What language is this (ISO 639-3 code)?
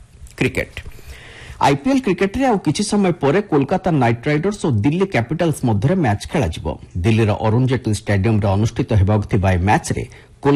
ori